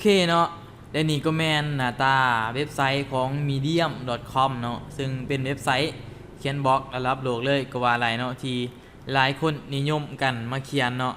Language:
Lao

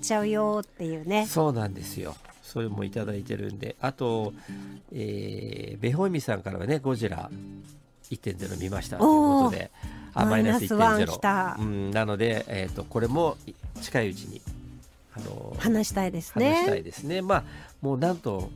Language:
Japanese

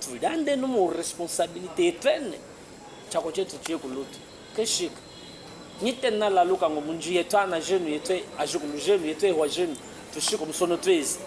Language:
Chokwe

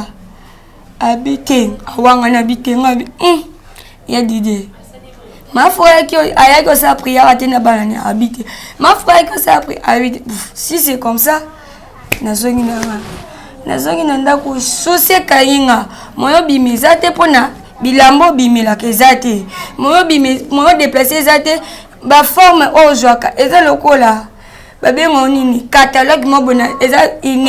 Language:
Lingala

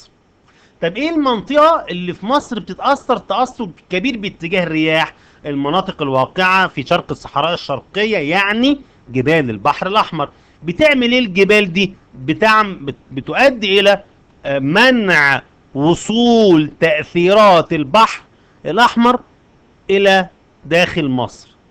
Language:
Egyptian Arabic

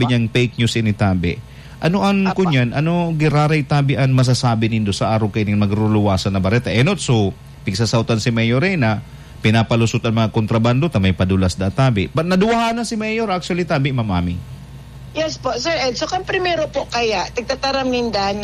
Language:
Bikol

